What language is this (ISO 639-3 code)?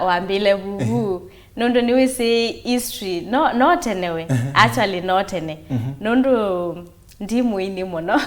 kam